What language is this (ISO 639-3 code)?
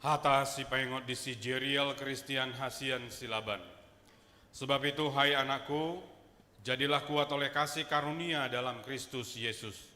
bbc